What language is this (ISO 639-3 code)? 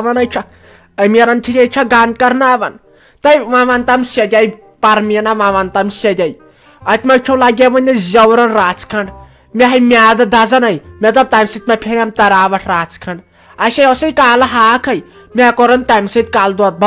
kas